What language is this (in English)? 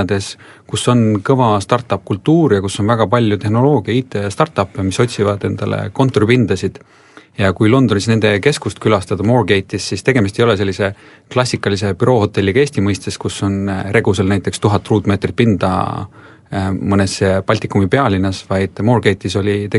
Estonian